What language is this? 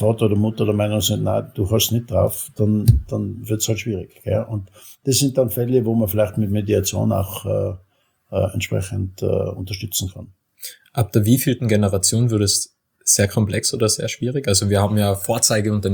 German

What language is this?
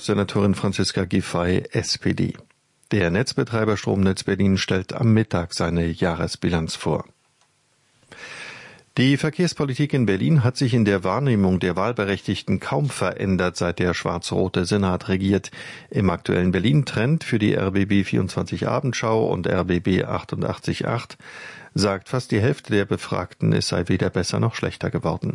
German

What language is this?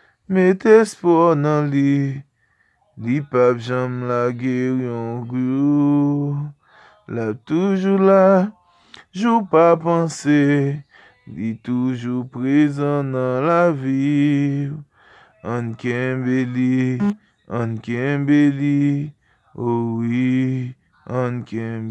Haitian Creole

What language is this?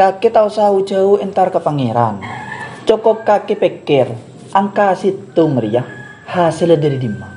Madurese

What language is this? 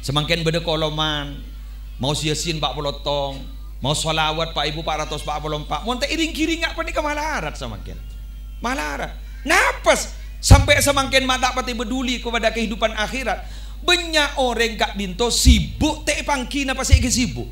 Madurese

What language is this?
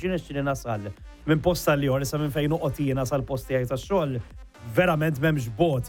Maltese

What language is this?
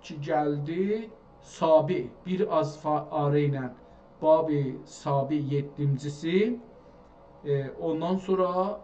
South Azerbaijani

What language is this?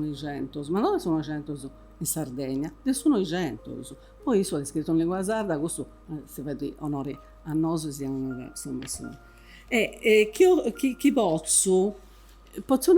Sardinian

